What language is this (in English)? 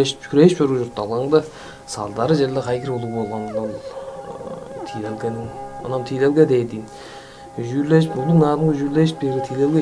Tuvinian